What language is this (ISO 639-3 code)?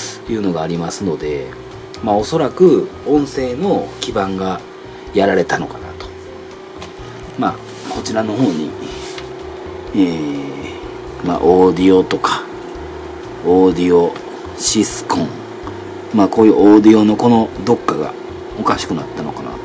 jpn